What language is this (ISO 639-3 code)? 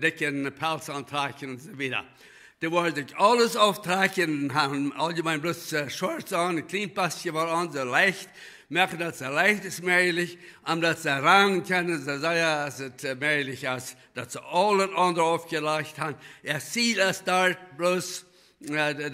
pdt